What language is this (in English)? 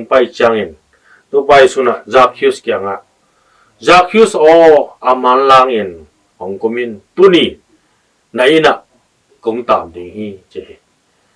Tedim Chin